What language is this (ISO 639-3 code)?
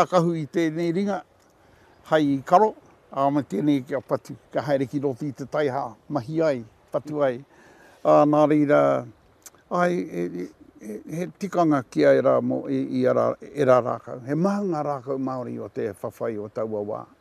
mri